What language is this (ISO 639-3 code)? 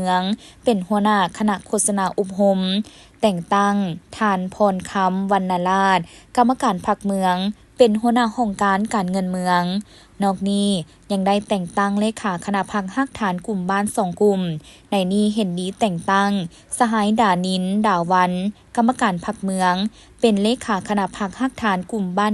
lao